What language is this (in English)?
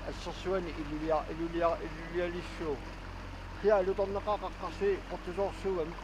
Kalaallisut